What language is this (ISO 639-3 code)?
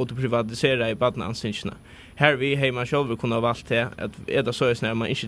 fao